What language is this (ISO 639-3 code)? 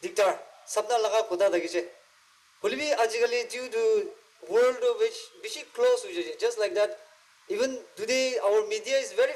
nag